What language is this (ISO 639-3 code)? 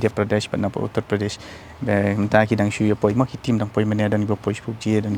kha